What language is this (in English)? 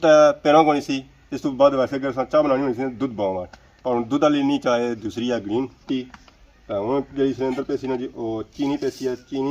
Pahari-Potwari